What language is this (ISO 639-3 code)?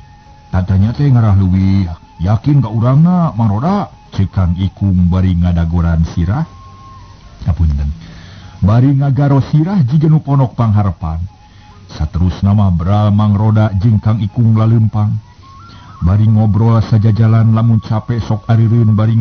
sun